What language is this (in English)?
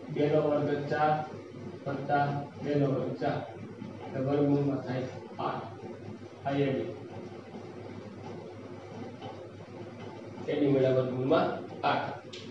Gujarati